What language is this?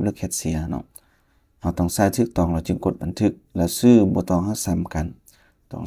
Lao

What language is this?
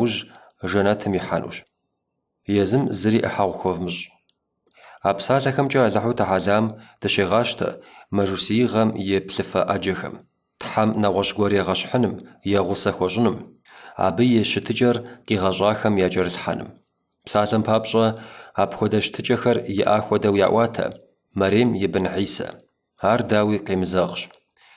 Kabardian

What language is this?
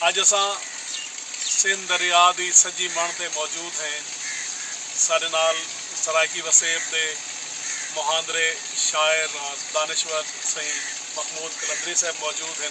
Saraiki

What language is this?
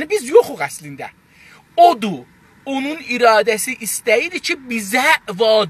South Azerbaijani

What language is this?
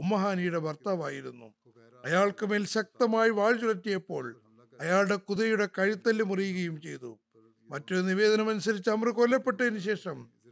Malayalam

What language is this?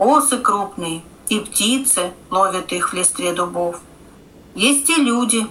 Russian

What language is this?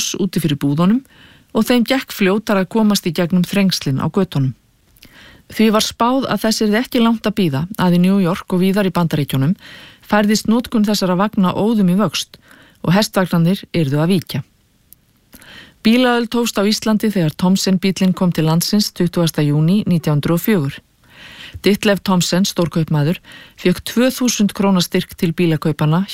Icelandic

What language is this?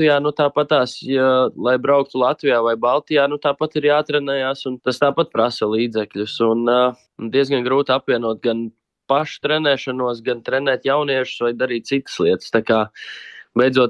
Latvian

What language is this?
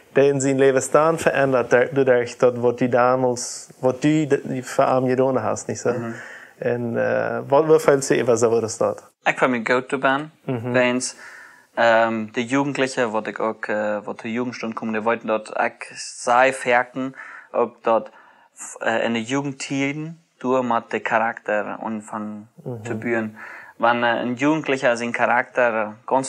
Plautdietsch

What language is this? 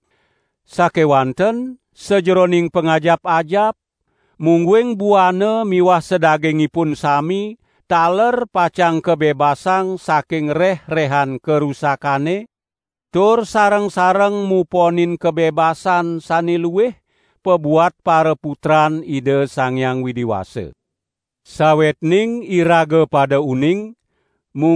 Balinese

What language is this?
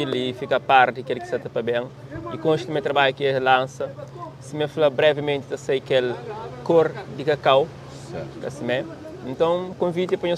Kabuverdianu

